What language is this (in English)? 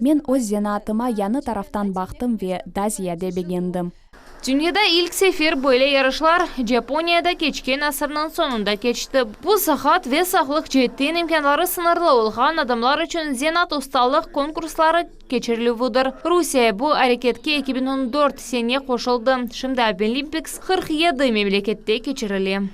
Crimean Tatar